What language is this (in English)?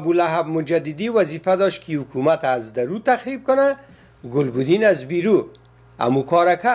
Persian